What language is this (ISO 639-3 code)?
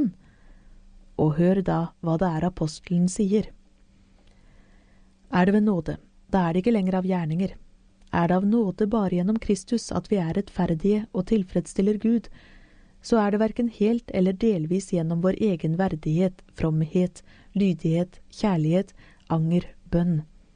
nor